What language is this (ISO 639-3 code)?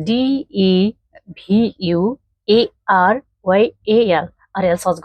nep